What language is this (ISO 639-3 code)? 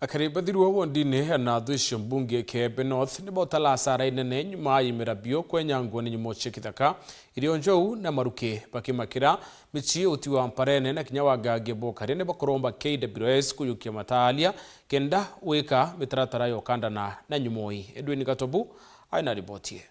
mer